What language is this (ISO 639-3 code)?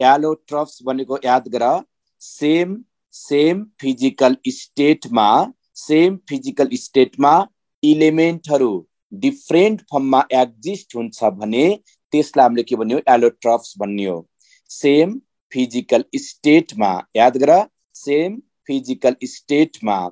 nep